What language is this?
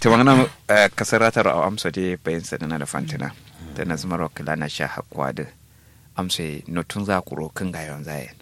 Kanuri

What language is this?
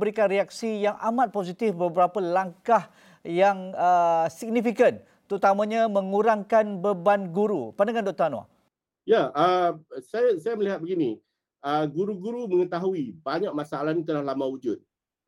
Malay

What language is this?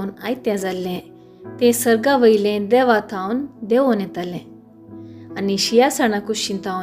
Konkani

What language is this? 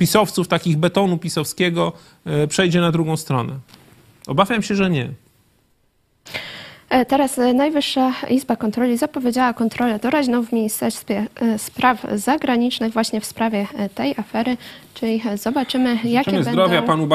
Polish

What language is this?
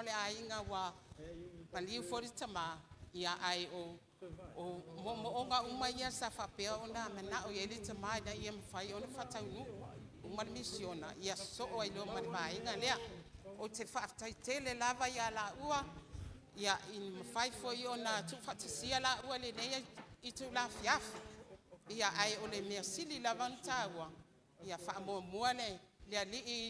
Samoan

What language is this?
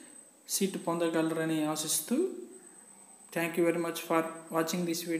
Telugu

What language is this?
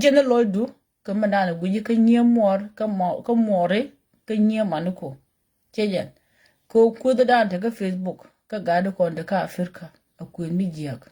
Nuer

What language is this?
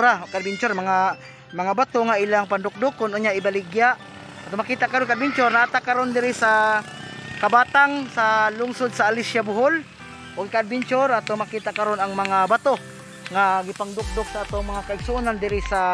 Cebuano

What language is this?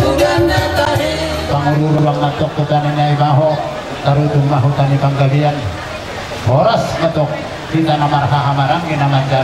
Batak Toba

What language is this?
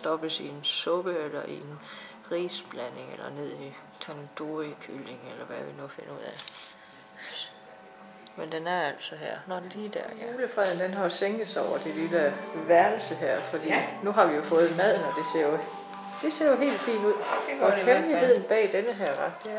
Danish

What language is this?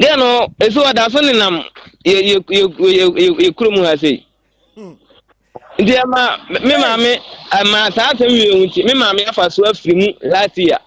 Akan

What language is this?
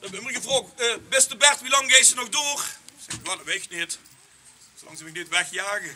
Limburgish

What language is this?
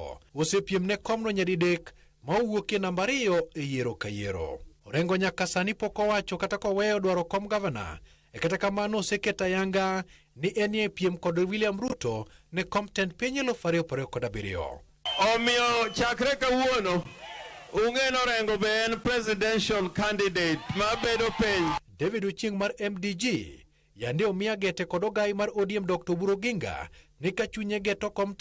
Luo (Kenya and Tanzania)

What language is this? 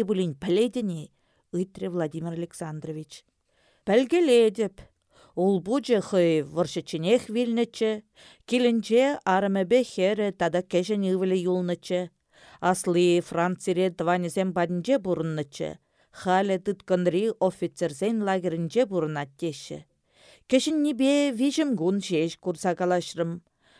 Chuvash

